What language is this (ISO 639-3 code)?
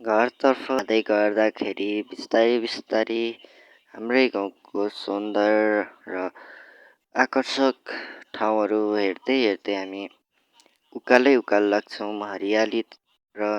nep